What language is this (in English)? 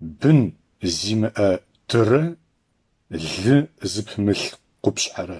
Adyghe